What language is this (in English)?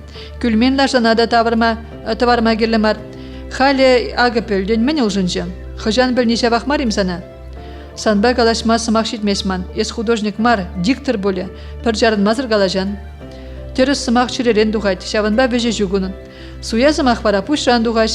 Chuvash